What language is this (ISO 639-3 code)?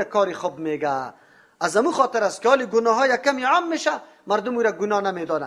fas